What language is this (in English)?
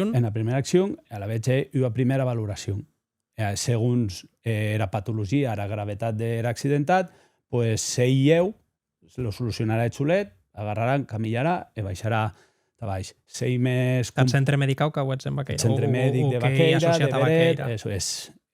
Occitan